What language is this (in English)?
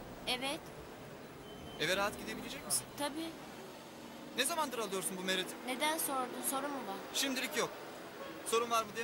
Turkish